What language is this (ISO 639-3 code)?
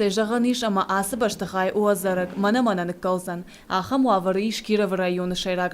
oss